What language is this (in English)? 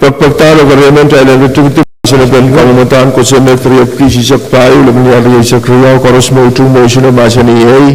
Pohnpeian